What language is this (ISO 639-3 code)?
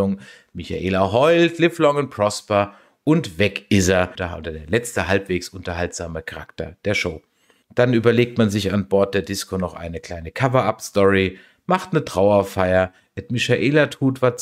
deu